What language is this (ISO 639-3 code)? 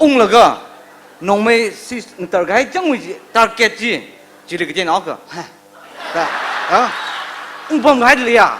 nmf